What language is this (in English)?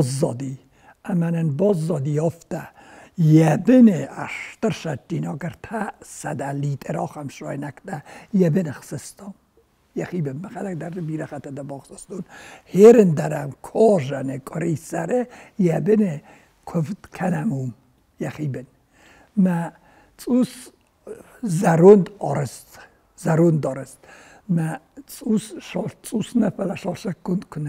Ossetic